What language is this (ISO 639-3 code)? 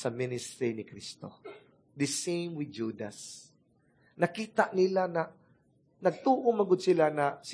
ceb